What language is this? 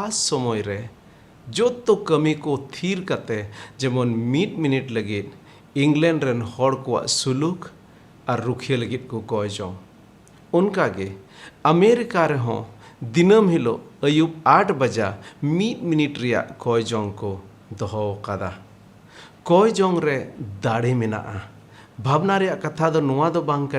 Santali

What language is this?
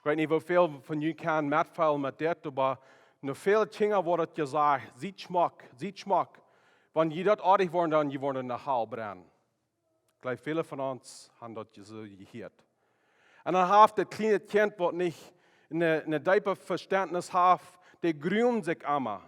Plautdietsch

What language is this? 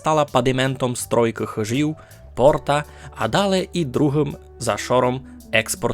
Rusyn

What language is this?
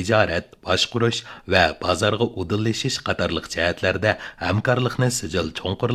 Uyghur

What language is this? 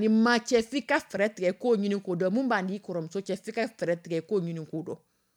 Dyula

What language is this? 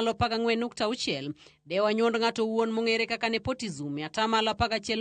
Luo (Kenya and Tanzania)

